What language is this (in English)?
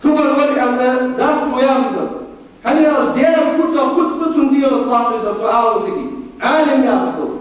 Ingush